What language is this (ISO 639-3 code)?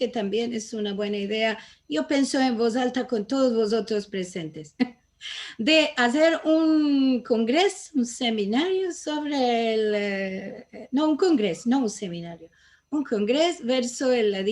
lad